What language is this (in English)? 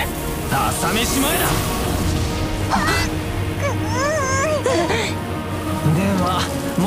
Japanese